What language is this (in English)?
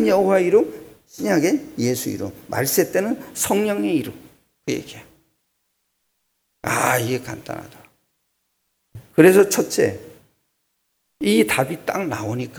Korean